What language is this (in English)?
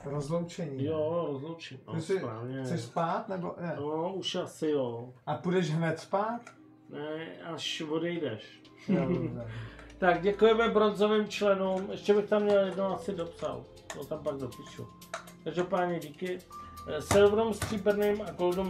Czech